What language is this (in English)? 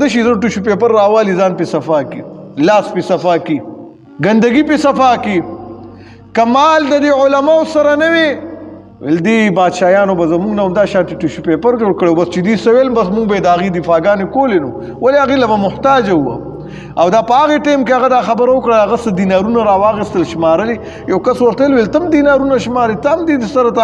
Pashto